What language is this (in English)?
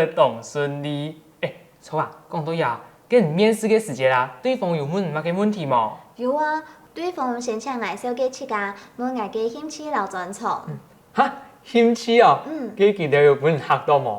Hakka Chinese